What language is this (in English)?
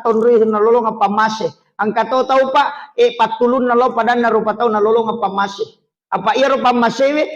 Buginese